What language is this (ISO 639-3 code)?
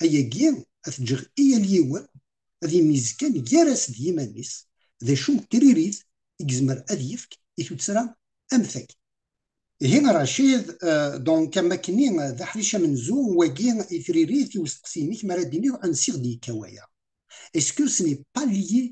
kab